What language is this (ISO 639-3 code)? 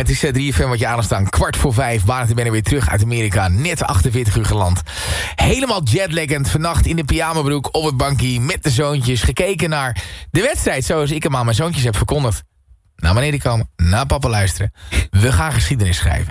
nld